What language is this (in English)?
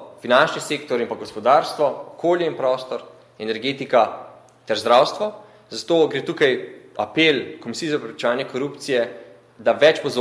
Slovenian